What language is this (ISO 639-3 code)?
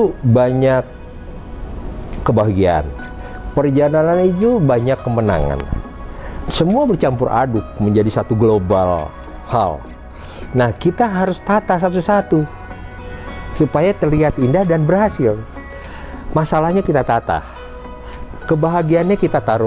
ind